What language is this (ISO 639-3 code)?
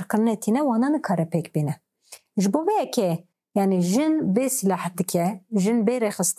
kur